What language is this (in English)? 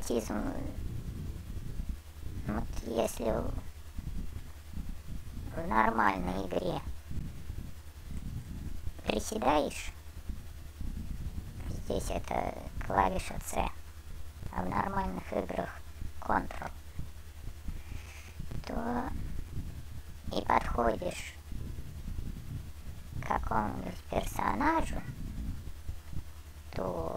Russian